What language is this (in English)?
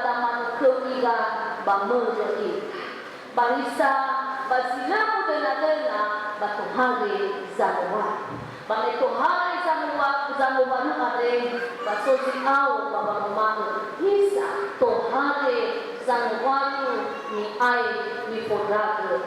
Nias